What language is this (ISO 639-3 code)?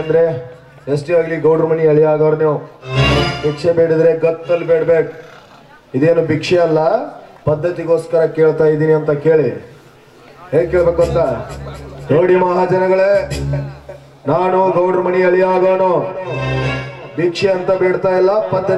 kan